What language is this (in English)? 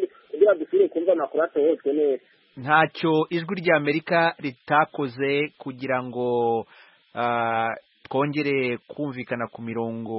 Kinyarwanda